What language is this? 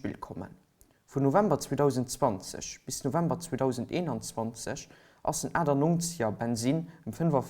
Luxembourgish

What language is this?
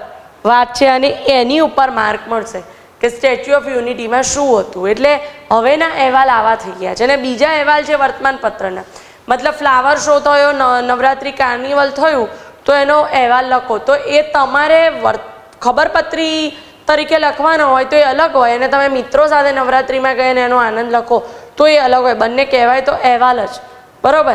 Gujarati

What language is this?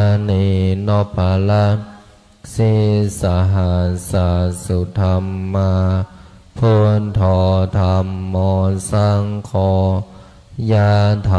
Pali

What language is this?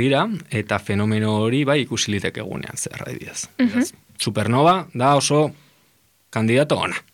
Basque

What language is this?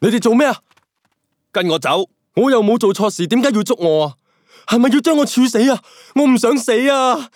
Cantonese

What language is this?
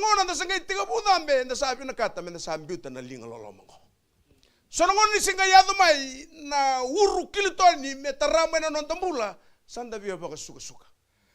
Fijian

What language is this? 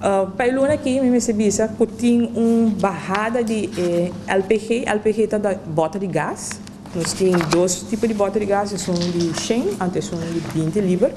Papiamento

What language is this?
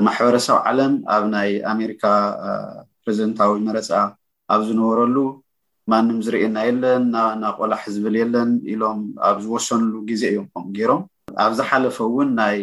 Tigrinya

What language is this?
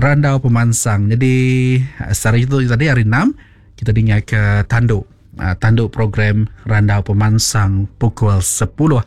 Iban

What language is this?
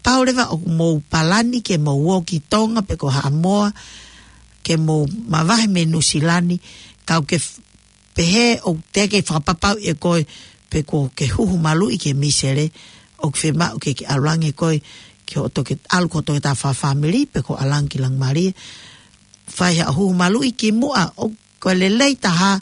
Tongan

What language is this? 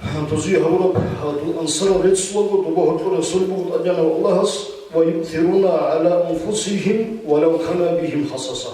Avaric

